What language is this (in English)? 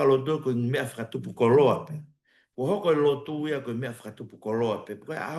Tongan